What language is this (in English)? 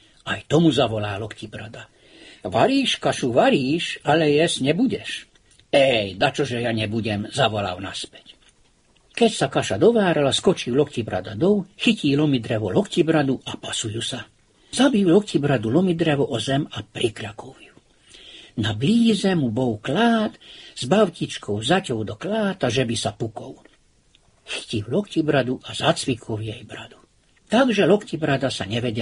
Slovak